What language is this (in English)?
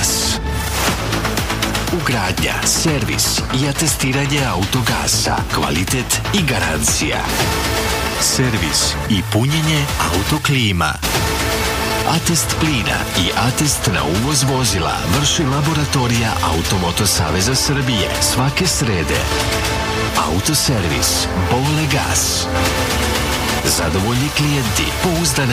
Serbian